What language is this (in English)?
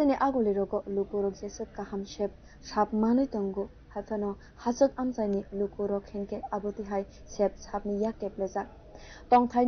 Kok Borok